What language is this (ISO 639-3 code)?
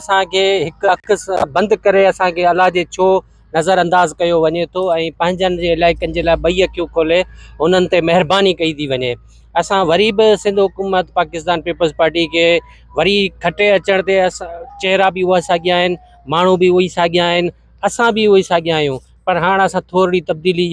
snd